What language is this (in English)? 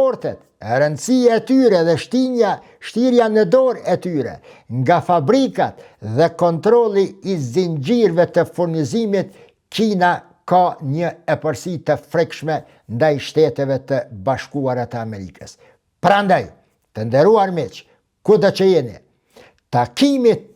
Albanian